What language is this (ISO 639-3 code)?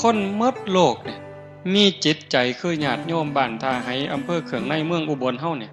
tts